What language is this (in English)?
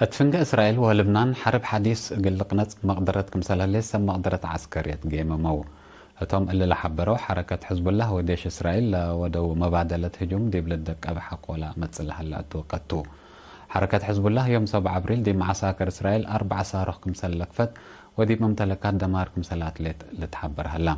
Tigre